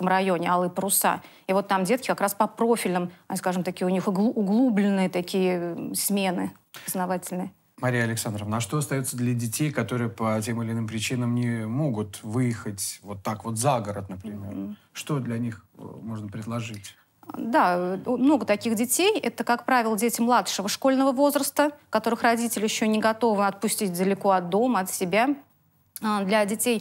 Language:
Russian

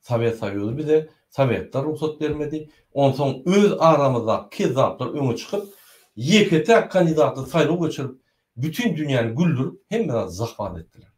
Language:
Turkmen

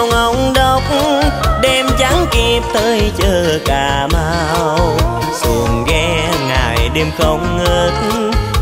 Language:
Vietnamese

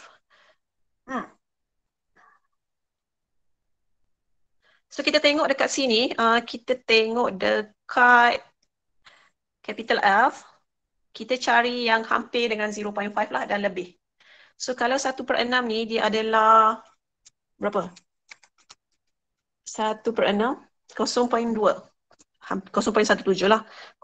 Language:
Malay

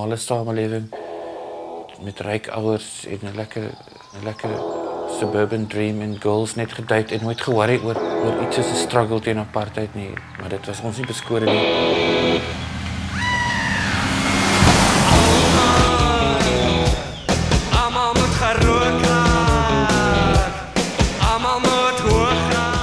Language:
Afrikaans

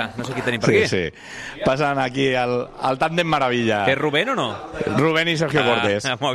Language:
Catalan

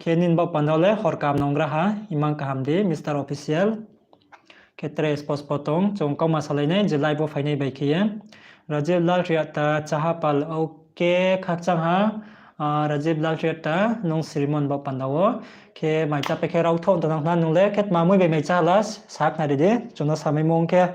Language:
Riang (India)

